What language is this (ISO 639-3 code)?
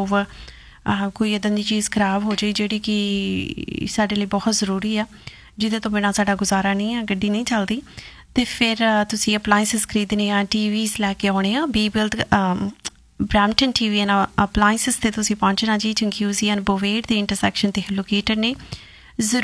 pan